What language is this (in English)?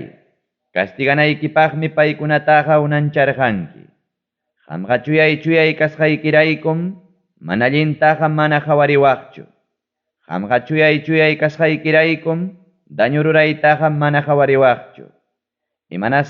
Ayacucho Quechua